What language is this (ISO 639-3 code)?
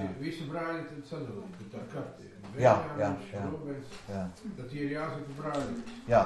lav